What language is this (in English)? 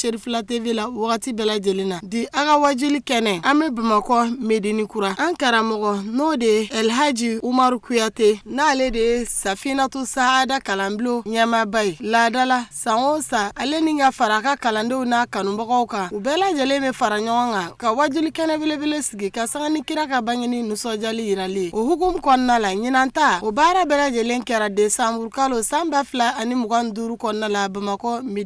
Bambara